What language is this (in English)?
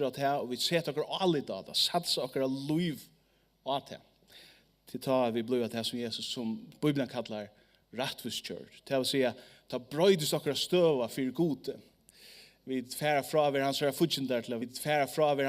Faroese